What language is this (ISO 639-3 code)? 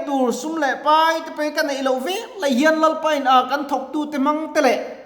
lus